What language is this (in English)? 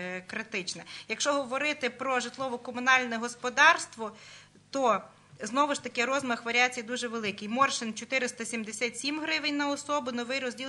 Ukrainian